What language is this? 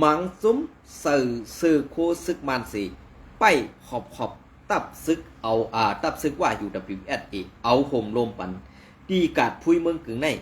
Shan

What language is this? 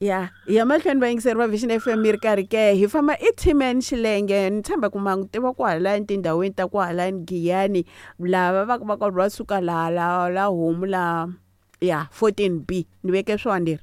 Tsonga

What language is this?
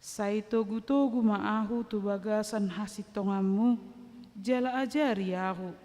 Batak Toba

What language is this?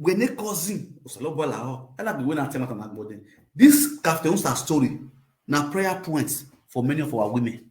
Nigerian Pidgin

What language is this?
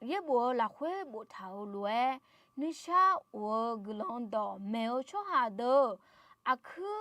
Akha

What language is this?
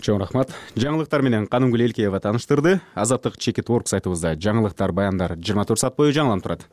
Kyrgyz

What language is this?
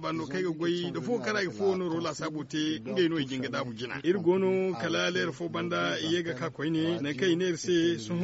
Zarma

